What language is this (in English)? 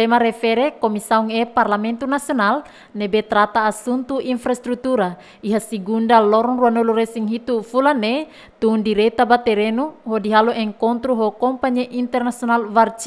Tetum